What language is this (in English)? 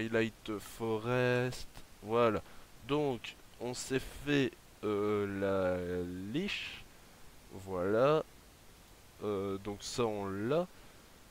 French